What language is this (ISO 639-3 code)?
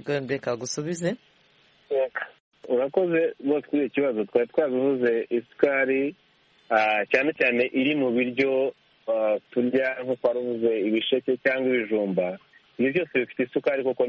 kin